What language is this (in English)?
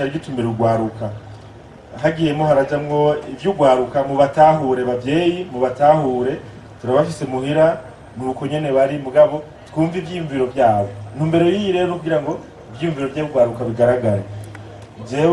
Rundi